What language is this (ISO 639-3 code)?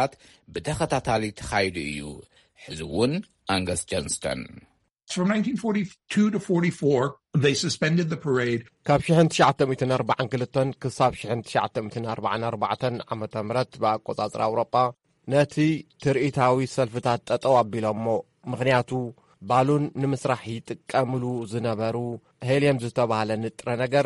tir